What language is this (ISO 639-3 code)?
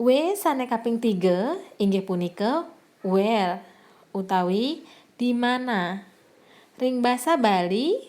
ban